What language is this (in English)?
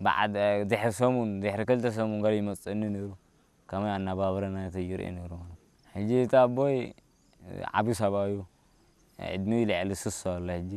Tigrinya